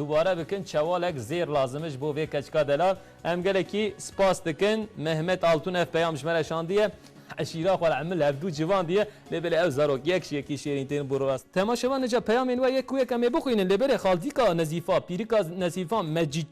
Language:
Kurdish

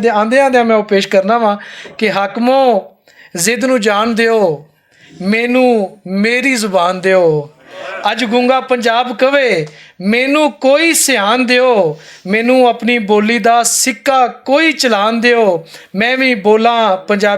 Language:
Western Panjabi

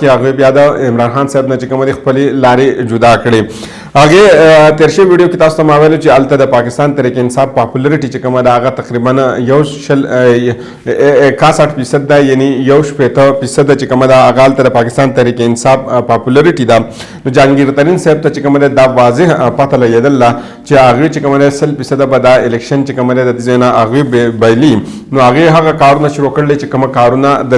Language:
Pashto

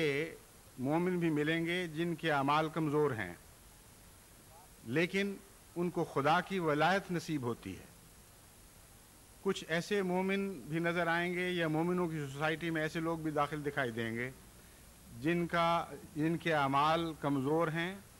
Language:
Urdu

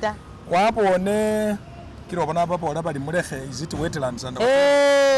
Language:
Masaaba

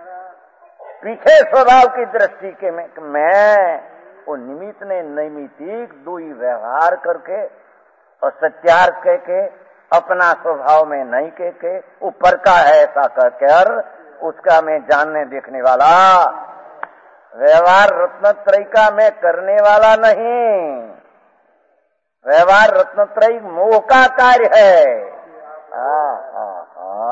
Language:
Hindi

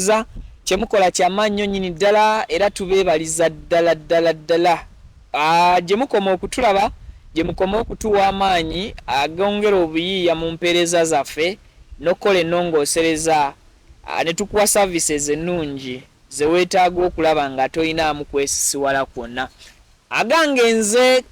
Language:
Ganda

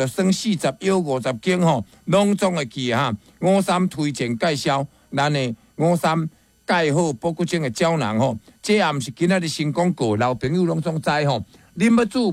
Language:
Min Nan Chinese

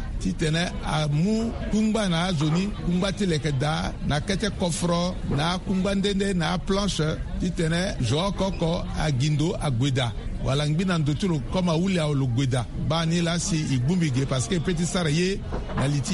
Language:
Sango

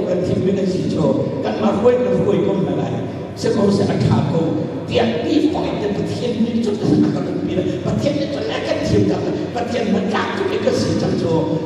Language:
Hakha Chin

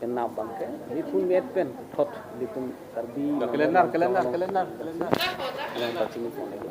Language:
Karbi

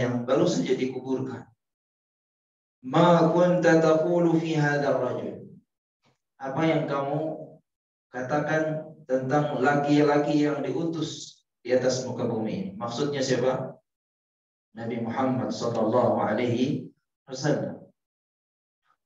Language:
Indonesian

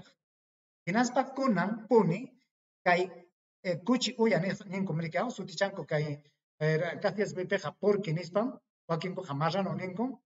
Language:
Ayacucho Quechua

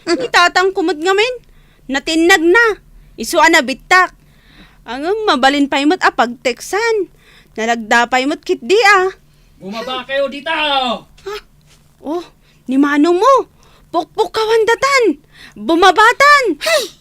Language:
Iloko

